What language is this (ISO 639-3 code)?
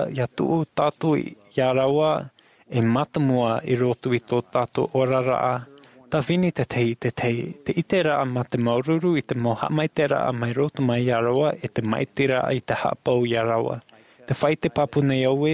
tah